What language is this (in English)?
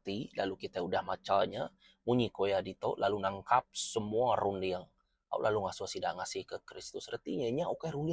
Iban